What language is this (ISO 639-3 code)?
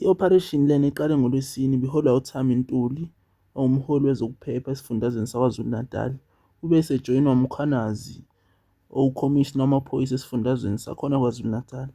zul